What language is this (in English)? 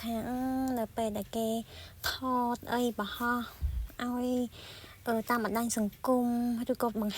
Khmer